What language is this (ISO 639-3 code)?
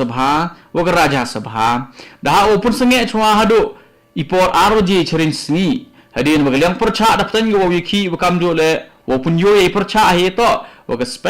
kha